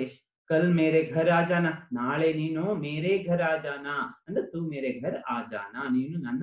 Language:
Kannada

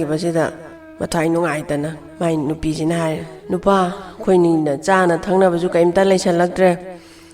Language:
Manipuri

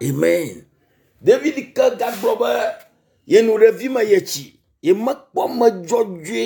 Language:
Ewe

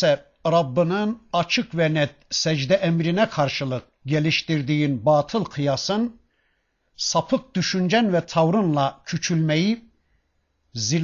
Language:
Turkish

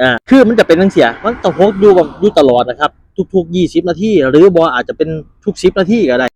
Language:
Northeastern Thai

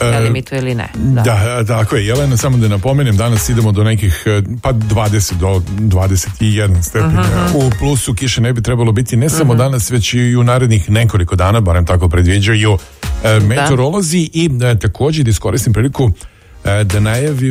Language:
Serbian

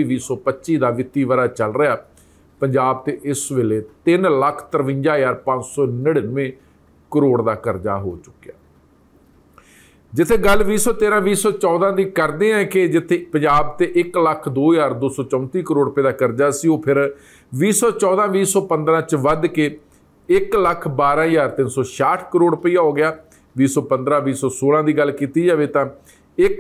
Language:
Punjabi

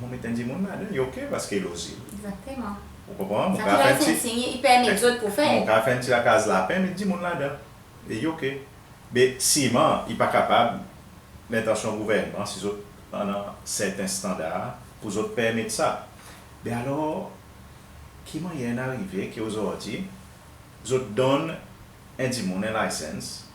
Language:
Seselwa Creole French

